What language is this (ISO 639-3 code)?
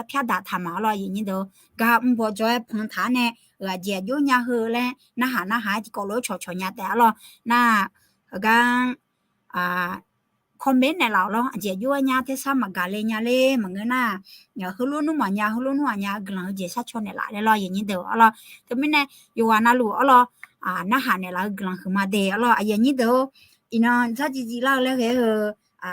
ahk